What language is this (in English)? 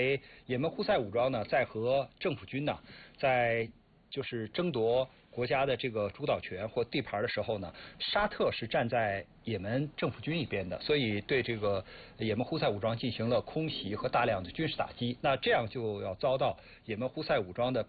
Chinese